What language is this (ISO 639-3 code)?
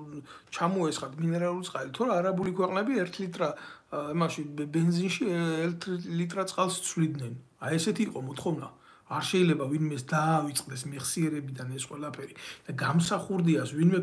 kat